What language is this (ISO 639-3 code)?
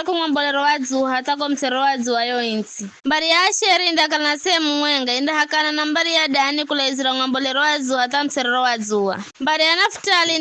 nyf